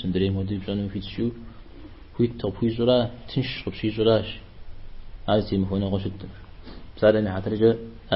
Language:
Kabardian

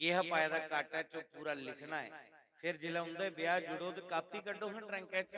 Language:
Dogri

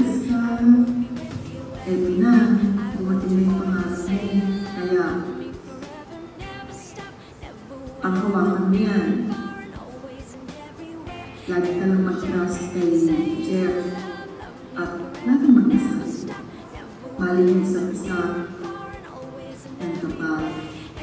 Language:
Filipino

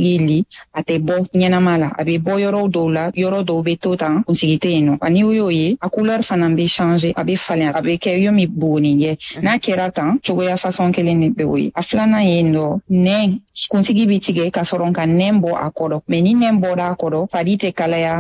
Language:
Bambara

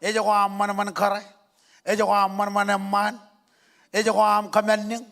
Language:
Marshallese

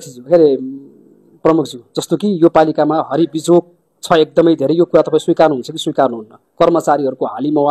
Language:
Nepali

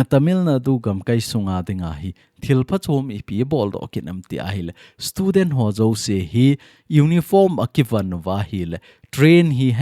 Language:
Thado Chin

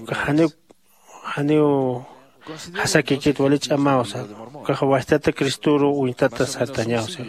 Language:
Aymara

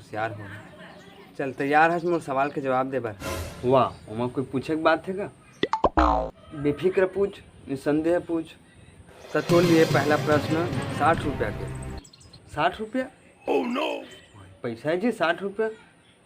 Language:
Chhattisgarhi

